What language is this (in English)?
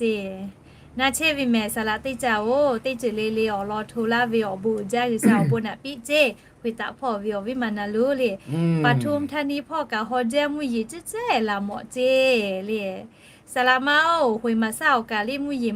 Lahu